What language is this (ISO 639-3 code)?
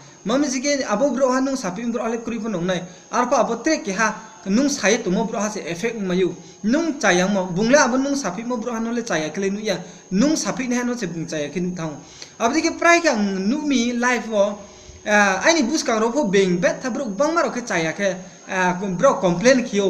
ria